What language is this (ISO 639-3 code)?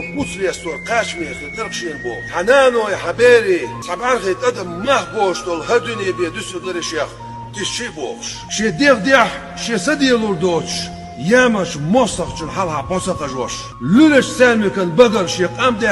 che